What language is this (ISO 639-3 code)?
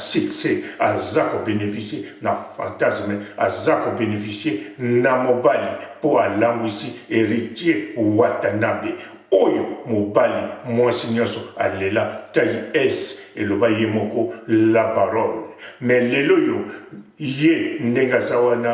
lin